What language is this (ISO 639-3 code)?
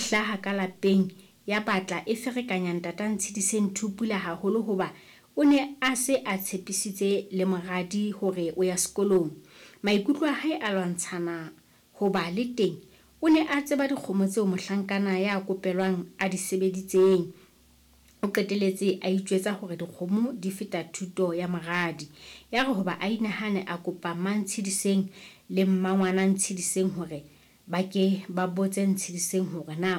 sot